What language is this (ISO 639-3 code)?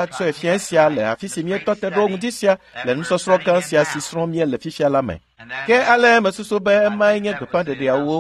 ewe